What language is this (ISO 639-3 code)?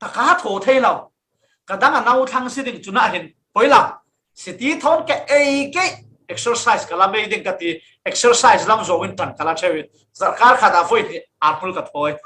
cfm